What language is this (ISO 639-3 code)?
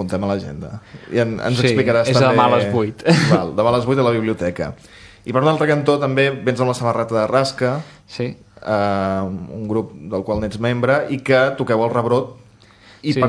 cat